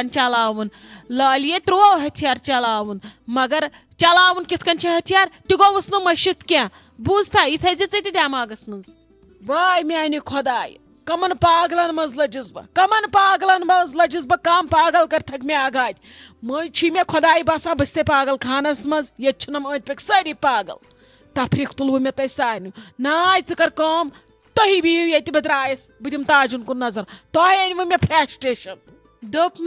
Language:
Kashmiri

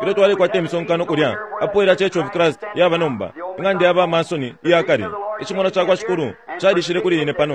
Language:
Bemba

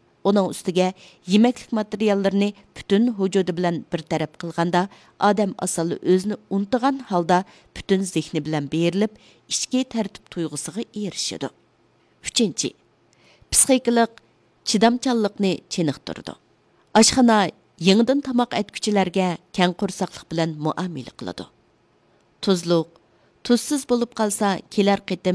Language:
Uyghur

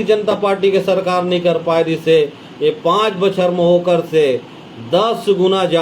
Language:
Chhattisgarhi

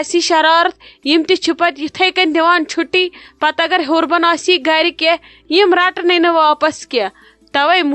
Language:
Kashmiri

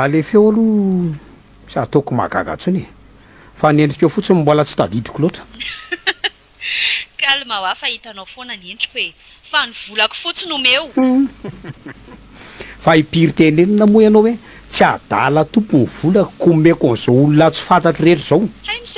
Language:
Malagasy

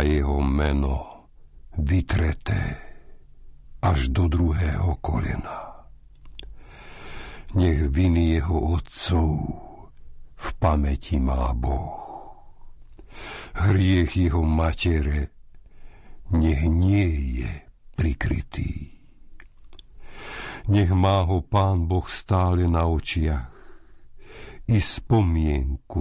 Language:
Slovak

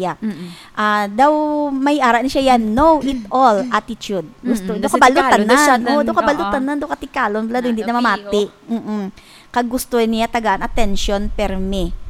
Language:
Hiligaynon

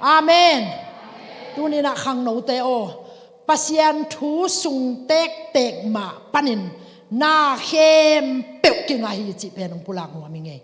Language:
Tedim Chin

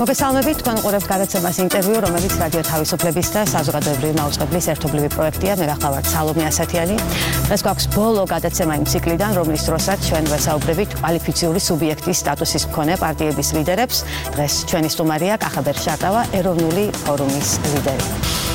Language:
Georgian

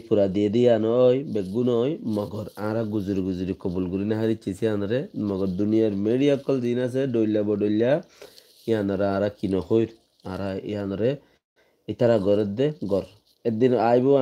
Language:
Rohingya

